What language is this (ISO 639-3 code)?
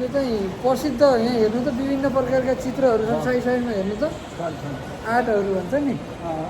nep